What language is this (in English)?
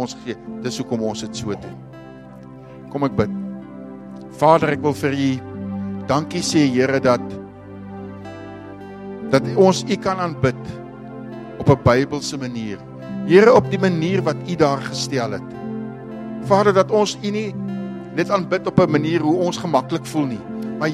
Afrikaans